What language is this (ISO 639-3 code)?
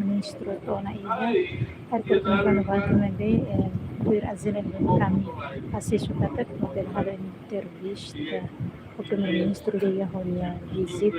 tet